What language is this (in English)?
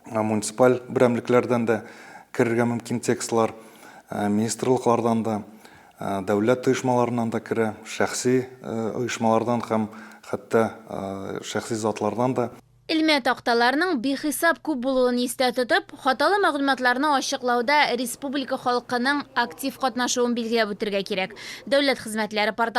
Tatar